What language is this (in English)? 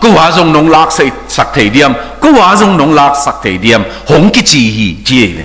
Tedim Chin